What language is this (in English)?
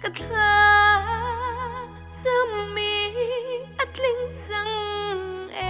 Hakha Chin